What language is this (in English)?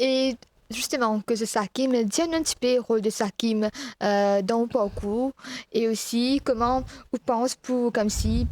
Morisyen